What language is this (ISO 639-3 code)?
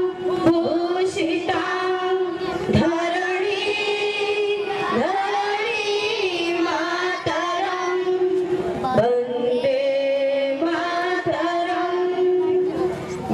ori